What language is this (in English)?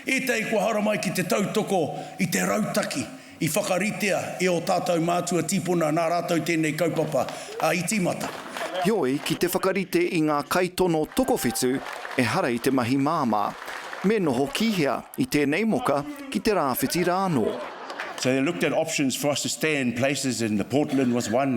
Māori